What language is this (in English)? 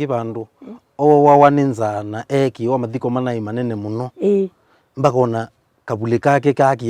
Kamba